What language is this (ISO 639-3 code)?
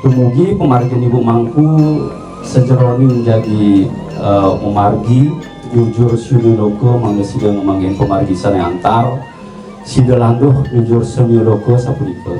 ban